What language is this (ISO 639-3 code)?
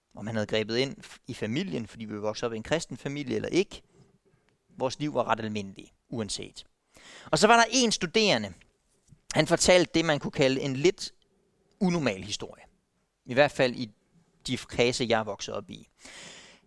dan